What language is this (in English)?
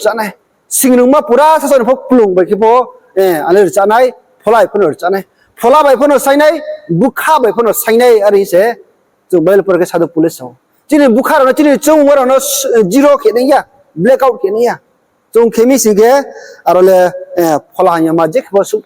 Riang (India)